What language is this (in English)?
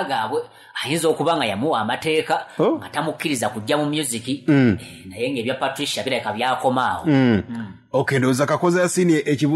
Ganda